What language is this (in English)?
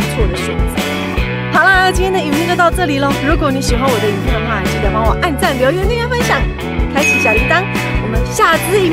Chinese